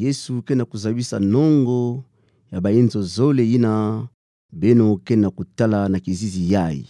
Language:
Kituba (Democratic Republic of Congo)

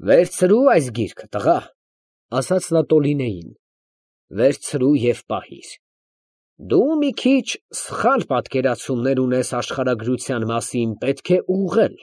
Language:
Armenian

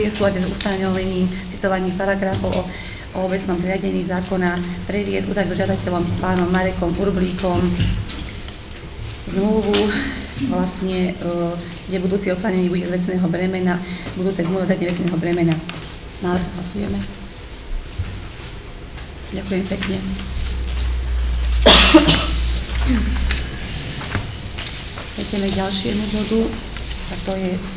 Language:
Slovak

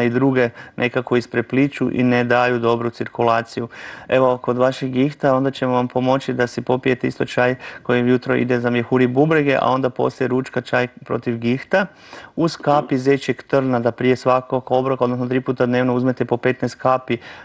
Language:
Croatian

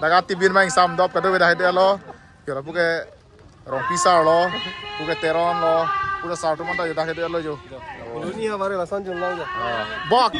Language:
Karbi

